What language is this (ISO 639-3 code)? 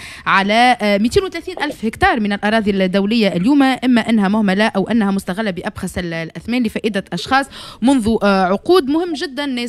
aeb